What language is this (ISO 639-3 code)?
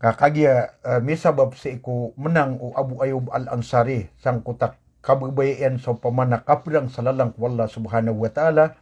mrw